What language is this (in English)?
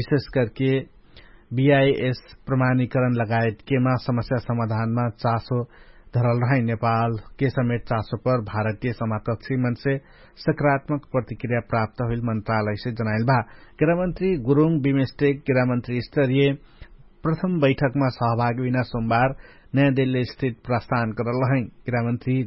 Dangaura Tharu